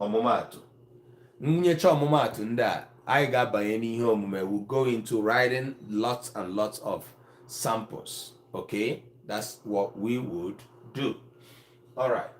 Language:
Igbo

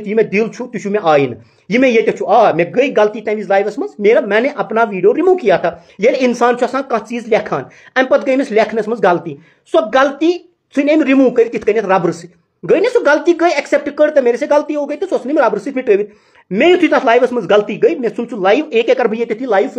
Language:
Kashmiri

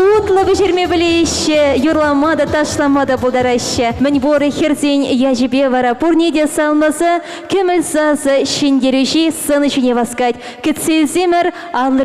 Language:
Chuvash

